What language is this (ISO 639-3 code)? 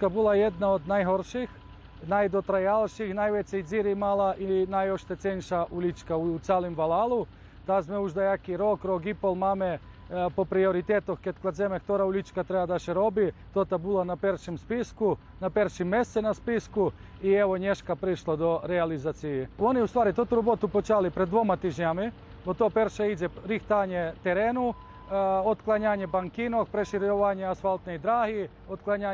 rue